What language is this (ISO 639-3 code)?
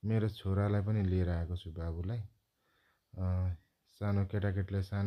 nep